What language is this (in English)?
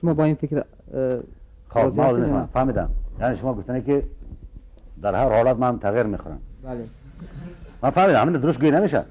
Tajik